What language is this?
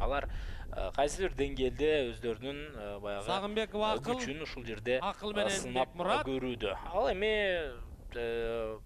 Kyrgyz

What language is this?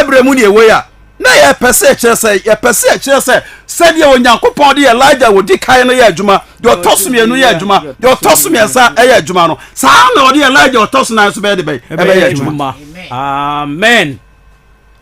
Akan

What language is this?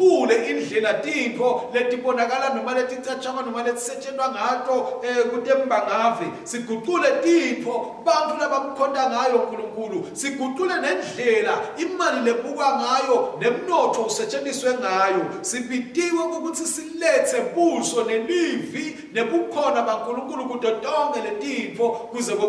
Swati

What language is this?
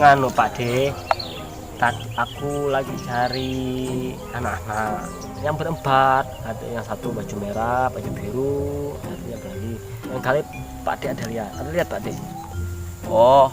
Banjar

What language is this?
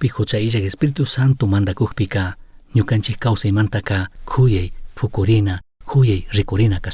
Chimborazo Highland Quichua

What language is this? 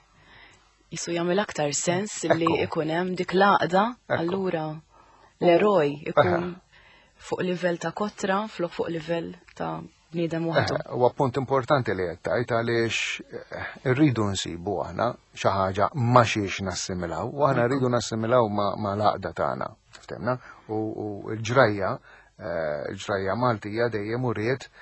Maltese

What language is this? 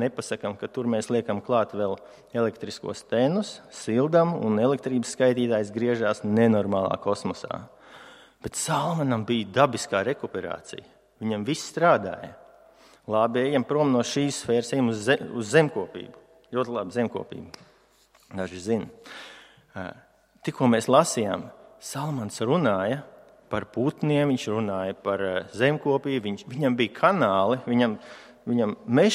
Latvian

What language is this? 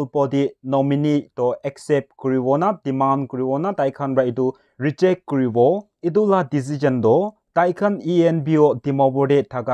Naga Pidgin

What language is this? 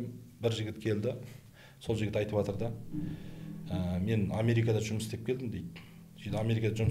Kazakh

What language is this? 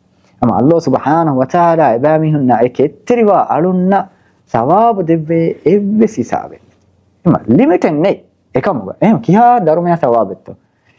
Divehi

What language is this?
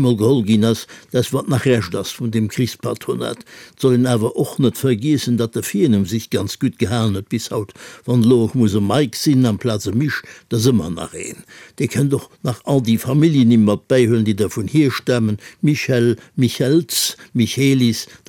Luxembourgish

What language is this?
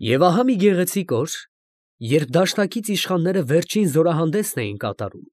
Armenian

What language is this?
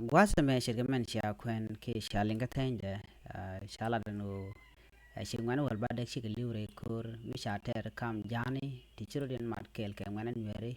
Nuer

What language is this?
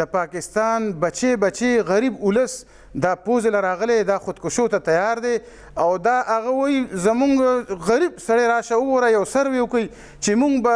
Pashto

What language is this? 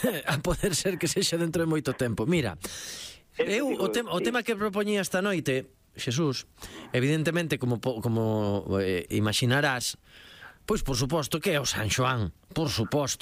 Galician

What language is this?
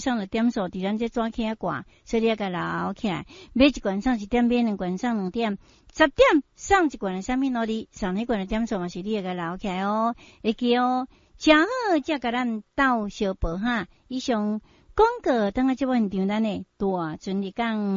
Min Nan Chinese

